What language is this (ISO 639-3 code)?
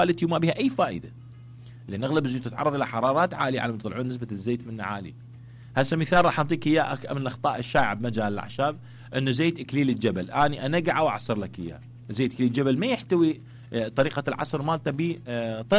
acm